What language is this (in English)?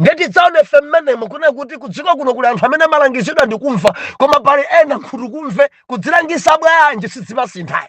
Nyanja